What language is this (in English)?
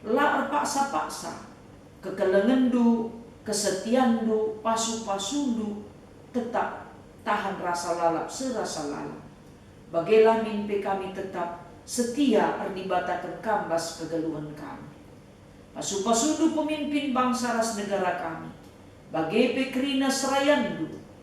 Batak Karo